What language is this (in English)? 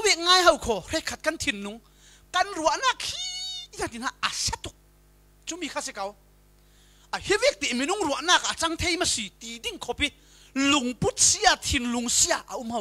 Falam Chin